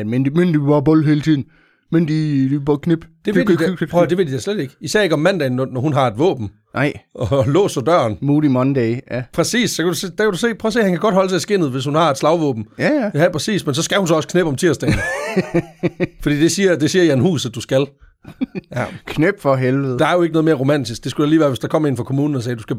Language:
Danish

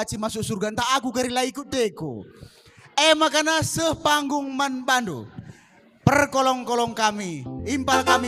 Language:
Batak Karo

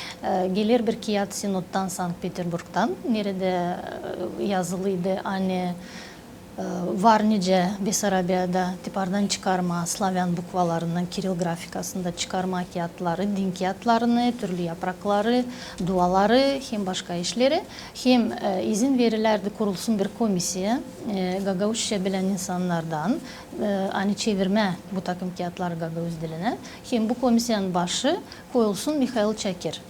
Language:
Gagauz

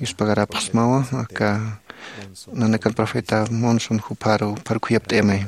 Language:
Aymara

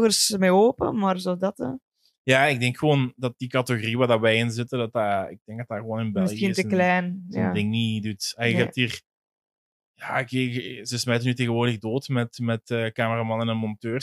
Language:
Dutch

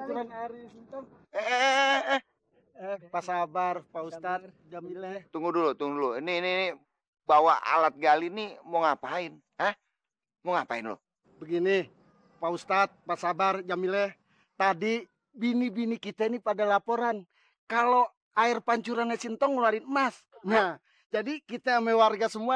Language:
Betawi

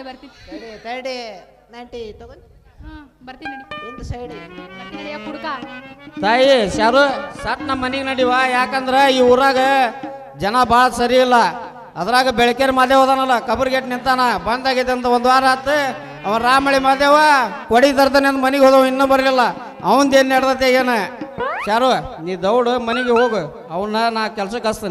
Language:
Kannada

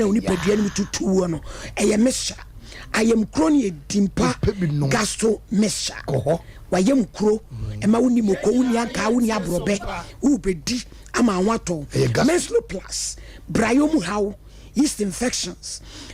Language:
Akan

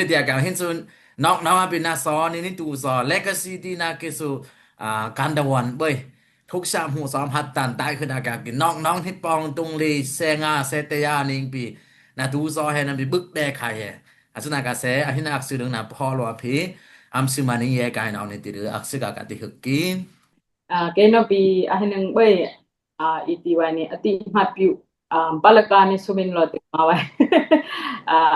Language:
Dimasa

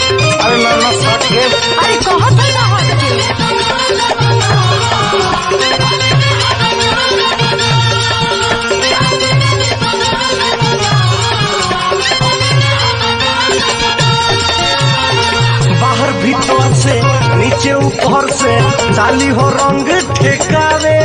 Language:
Bhojpuri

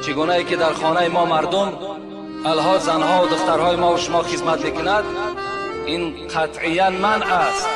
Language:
Tajik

